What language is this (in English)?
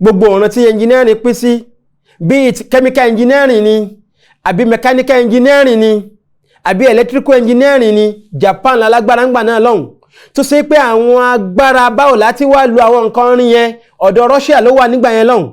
Yoruba